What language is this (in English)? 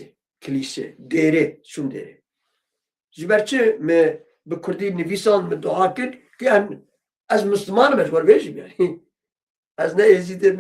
Kurdish